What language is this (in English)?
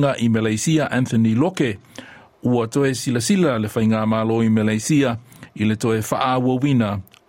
Samoan